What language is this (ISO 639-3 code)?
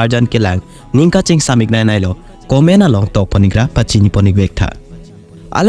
mjw